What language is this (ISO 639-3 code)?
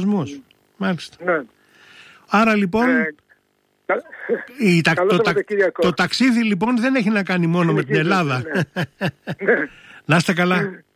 ell